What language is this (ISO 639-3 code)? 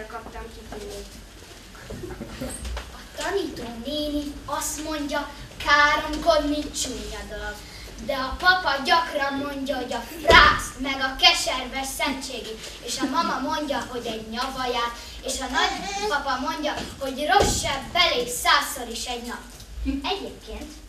hun